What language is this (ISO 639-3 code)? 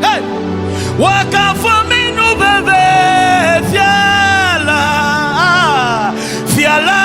ewe